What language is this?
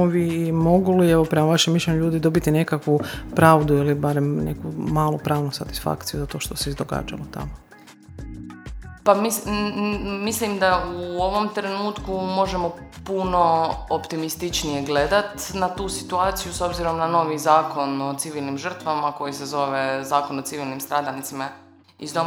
Croatian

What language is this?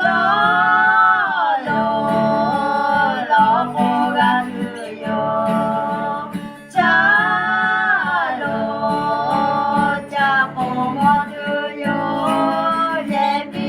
Lahu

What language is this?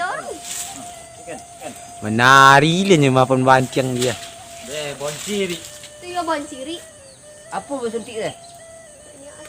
Minangkabau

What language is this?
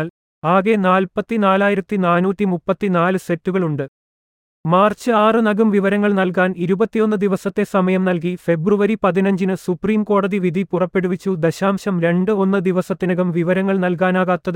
Malayalam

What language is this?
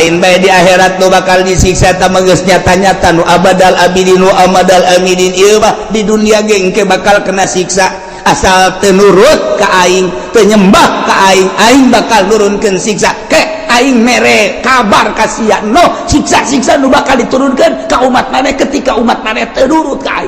Sundanese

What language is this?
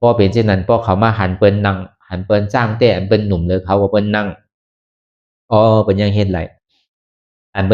Shan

